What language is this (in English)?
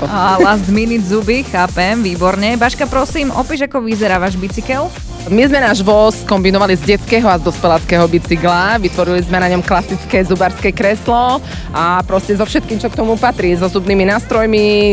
Slovak